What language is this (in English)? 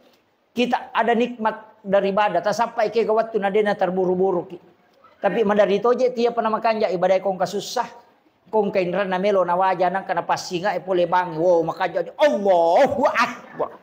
Buginese